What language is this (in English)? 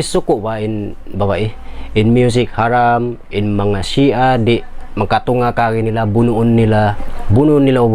Tausug